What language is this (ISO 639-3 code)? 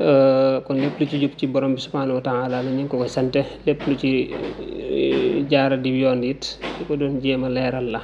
wol